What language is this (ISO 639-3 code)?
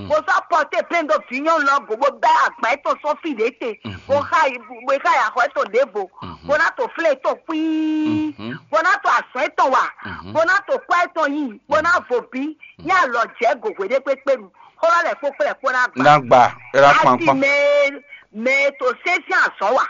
fon